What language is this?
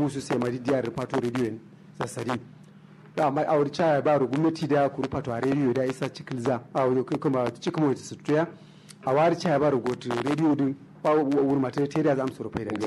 Kanuri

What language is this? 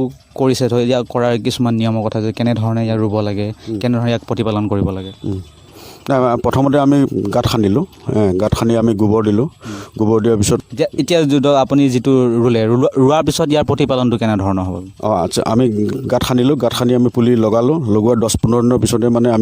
Assamese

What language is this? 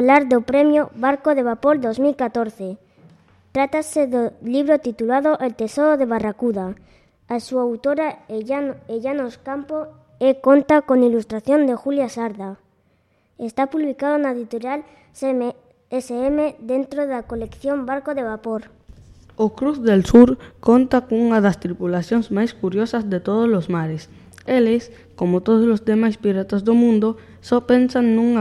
Galician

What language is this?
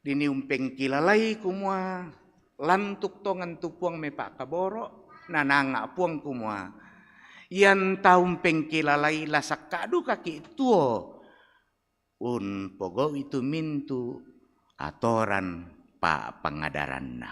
Toraja-Sa'dan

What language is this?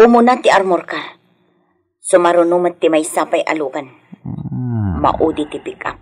Iloko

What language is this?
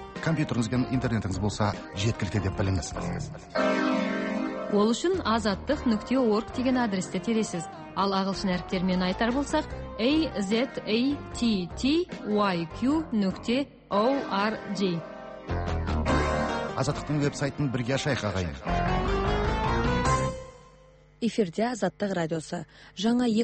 Kazakh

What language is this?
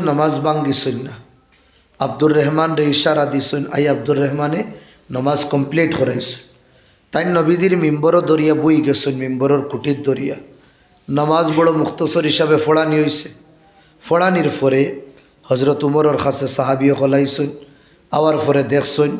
Sylheti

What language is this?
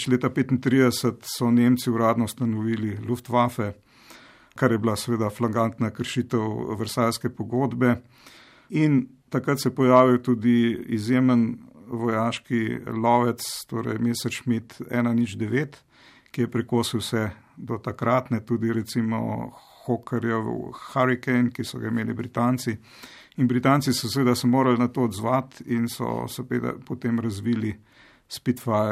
Slovenian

